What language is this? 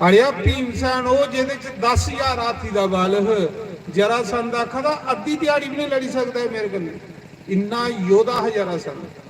Dogri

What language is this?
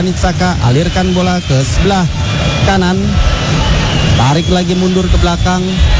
Indonesian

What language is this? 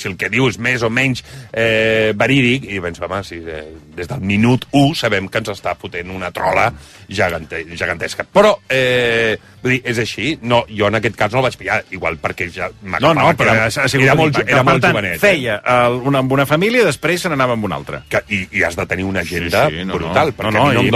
Catalan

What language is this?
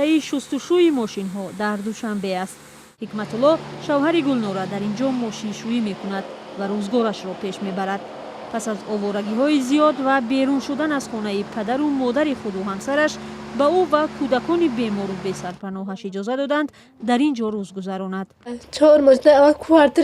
Tajik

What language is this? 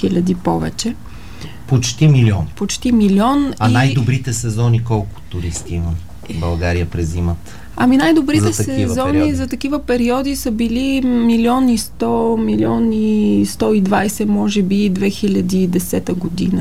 Bulgarian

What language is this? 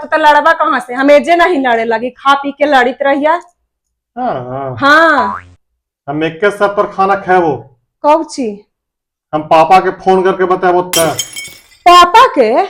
Magahi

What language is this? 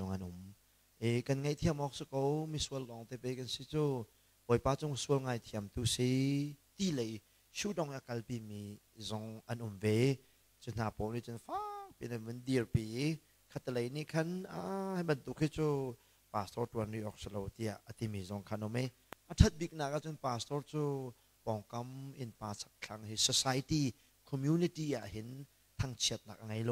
Hakha Chin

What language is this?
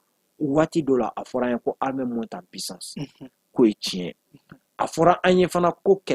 Bambara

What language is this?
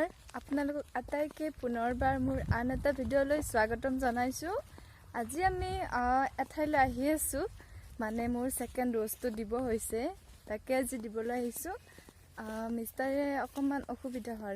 Assamese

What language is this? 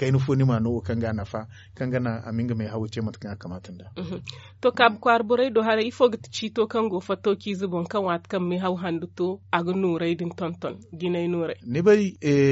Zarma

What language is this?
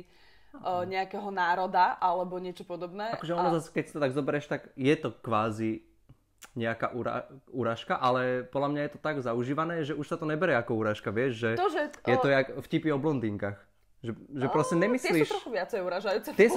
Slovak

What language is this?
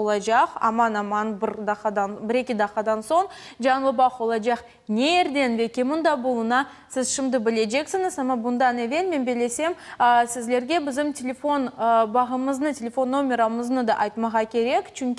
Crimean Tatar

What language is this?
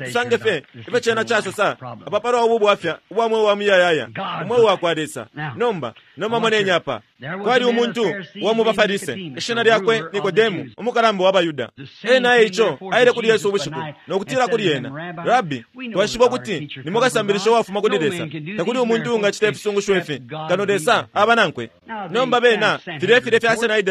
Bemba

